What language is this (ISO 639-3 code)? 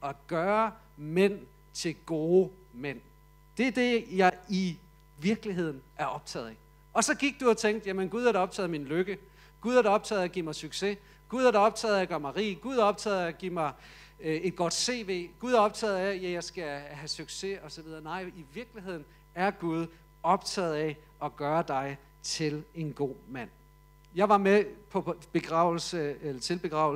dan